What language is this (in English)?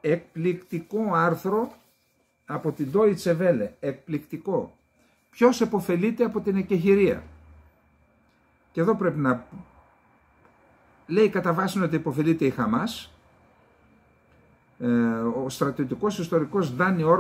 Greek